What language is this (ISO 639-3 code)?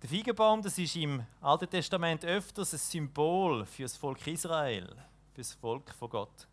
gsw